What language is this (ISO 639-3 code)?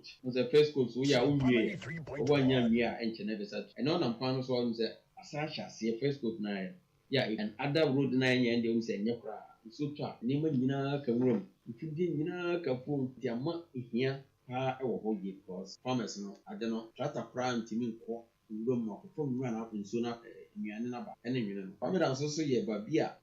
aka